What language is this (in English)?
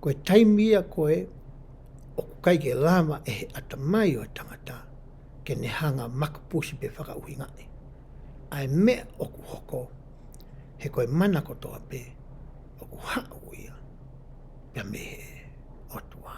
Tongan